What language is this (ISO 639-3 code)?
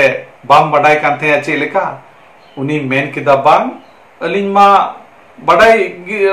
sat